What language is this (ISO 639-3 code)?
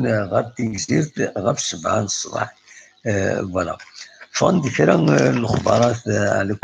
kab